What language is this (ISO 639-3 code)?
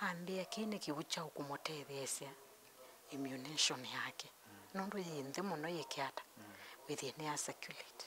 kam